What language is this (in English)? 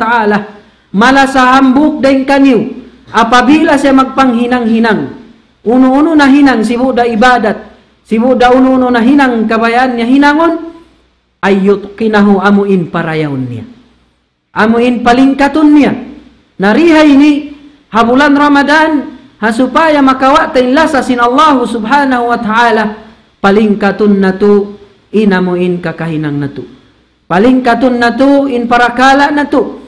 Tausug